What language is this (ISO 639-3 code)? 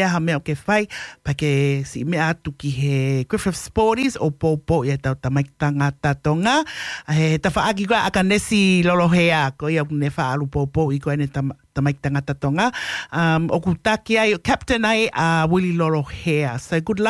ton